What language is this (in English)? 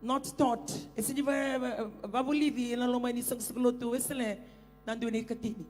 Fijian